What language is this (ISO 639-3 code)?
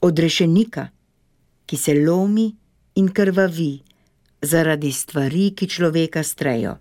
slv